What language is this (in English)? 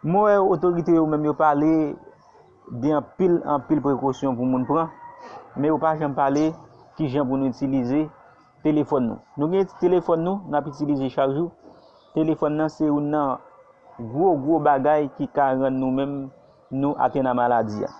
Haitian Creole